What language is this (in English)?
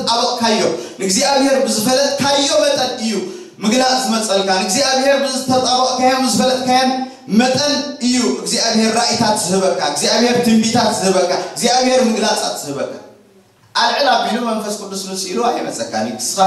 Tigrinya